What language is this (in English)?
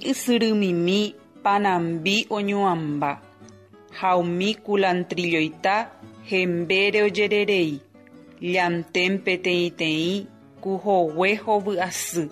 Guarani